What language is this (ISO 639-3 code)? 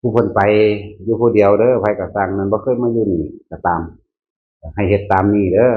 tts